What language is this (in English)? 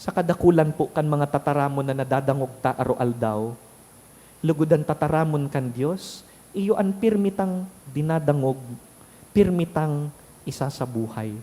Bikol